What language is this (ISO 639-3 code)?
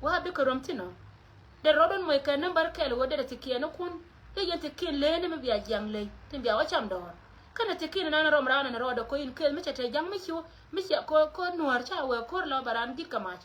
nus